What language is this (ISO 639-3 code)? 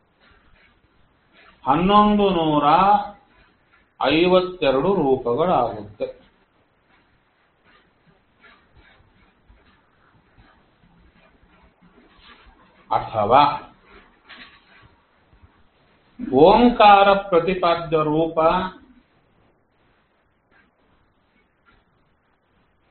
kan